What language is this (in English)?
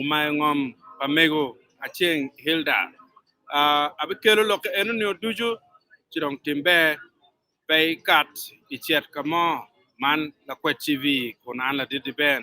Acoli